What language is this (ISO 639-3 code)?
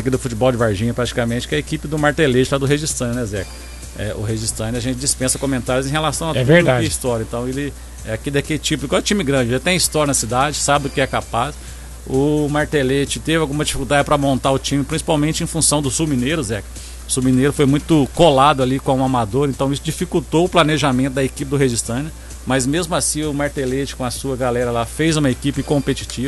por